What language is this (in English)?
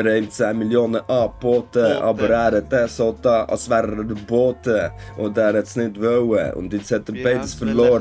Swiss German